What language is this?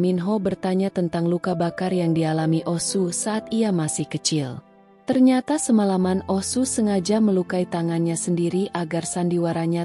Indonesian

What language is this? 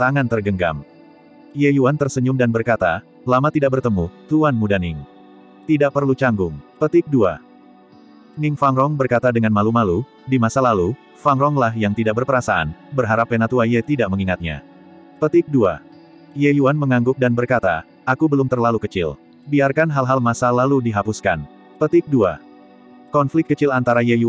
Indonesian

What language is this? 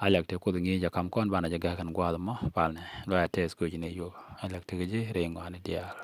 Nuer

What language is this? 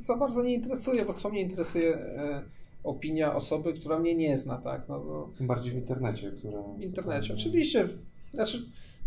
Polish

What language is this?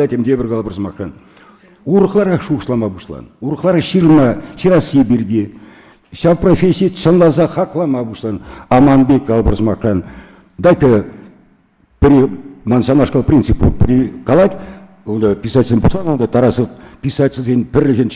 Chuvash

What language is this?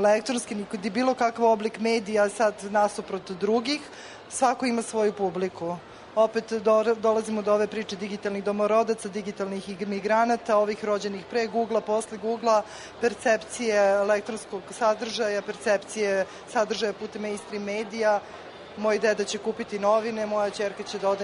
Serbian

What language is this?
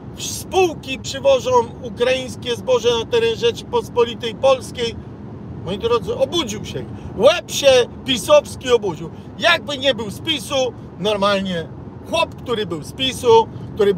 Polish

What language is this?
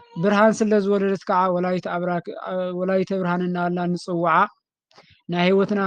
Tigrinya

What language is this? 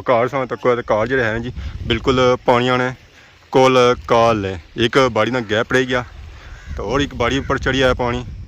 Pahari-Potwari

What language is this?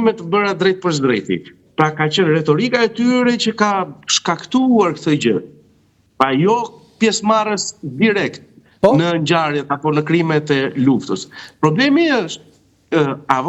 Albanian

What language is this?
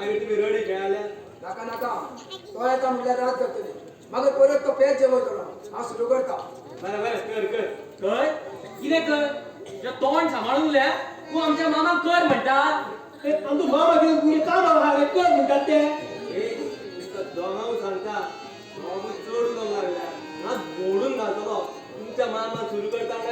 Konkani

